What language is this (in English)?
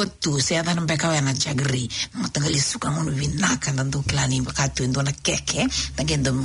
Fijian